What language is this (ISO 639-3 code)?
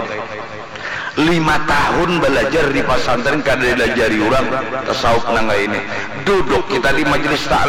bjn